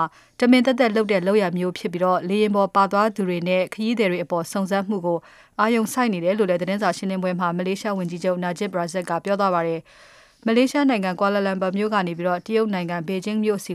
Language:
Burmese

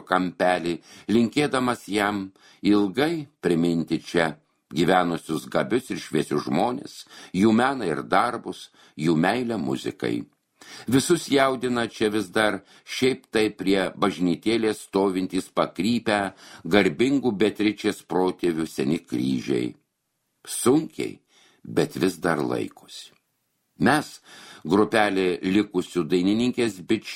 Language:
Lithuanian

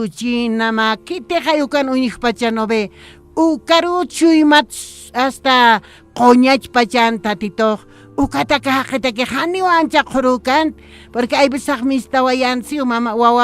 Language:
Aymara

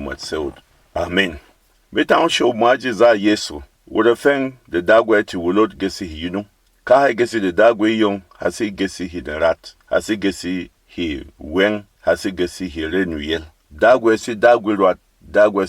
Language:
Berom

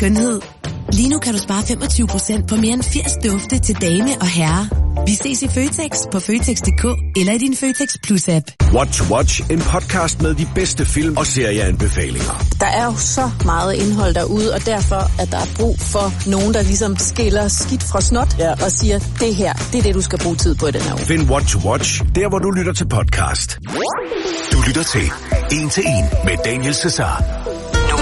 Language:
Danish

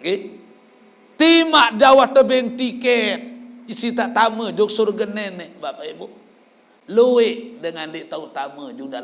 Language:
Sasak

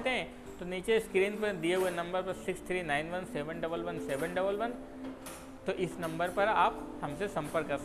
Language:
Hindi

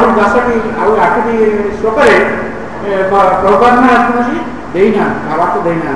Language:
Odia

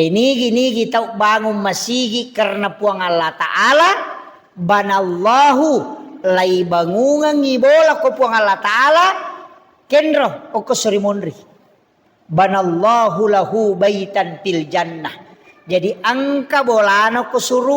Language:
Buginese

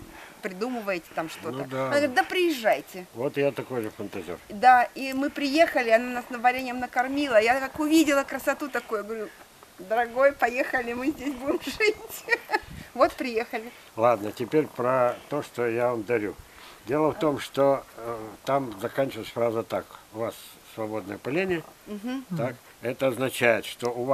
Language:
Russian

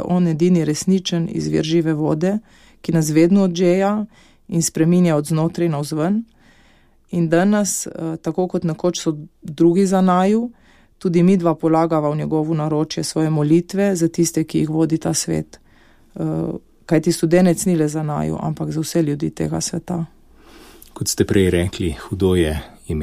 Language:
Slovenian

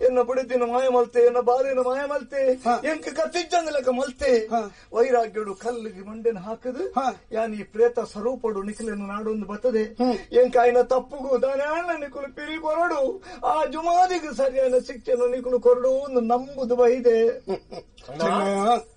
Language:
Tulu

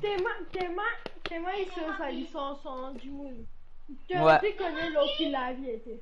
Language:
Morisyen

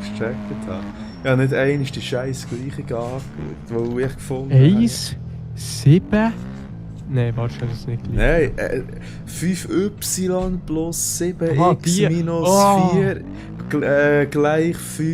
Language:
Swiss German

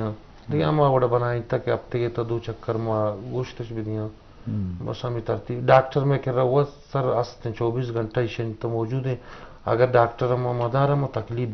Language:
Eastern Balochi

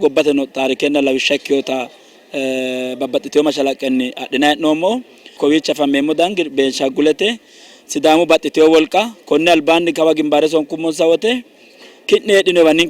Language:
Sidamo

